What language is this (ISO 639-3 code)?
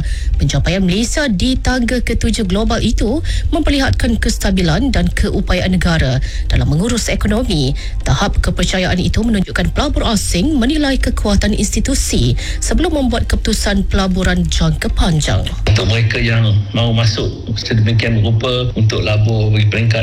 msa